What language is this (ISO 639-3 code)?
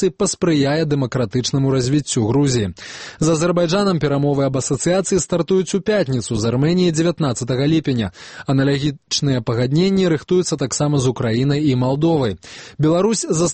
bel